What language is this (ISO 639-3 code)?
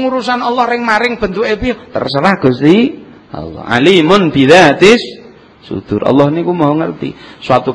jav